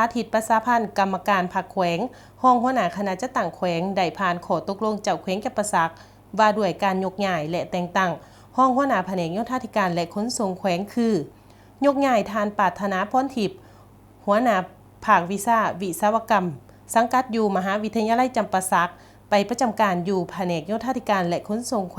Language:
Lao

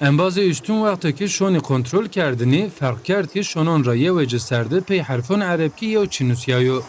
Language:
Zaza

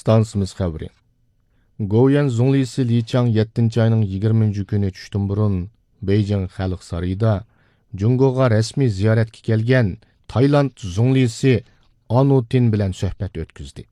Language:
Uyghur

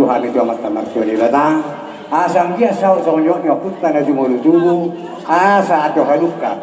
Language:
Batak Toba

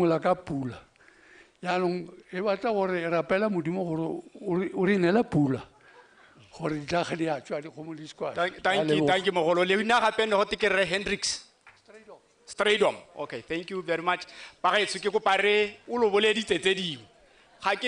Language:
Tswana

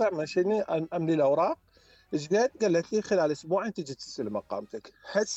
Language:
Mesopotamian Arabic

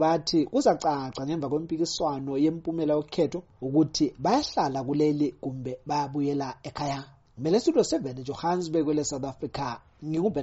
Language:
North Ndebele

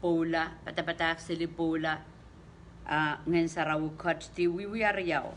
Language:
Pohnpeian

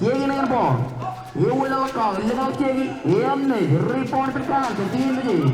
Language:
Marshallese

